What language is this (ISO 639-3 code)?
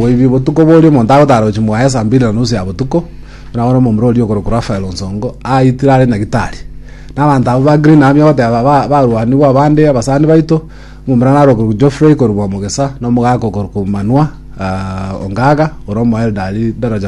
guz